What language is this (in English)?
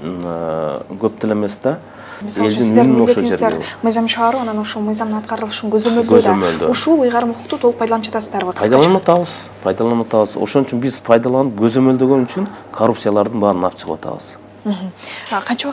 Kyrgyz